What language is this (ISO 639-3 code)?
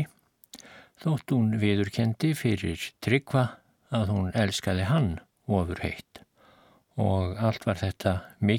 isl